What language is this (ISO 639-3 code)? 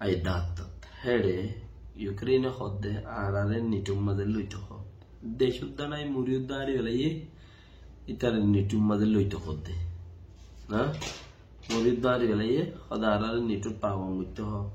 rhg